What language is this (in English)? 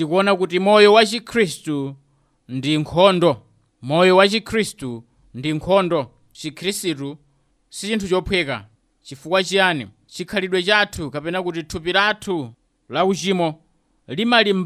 Nyanja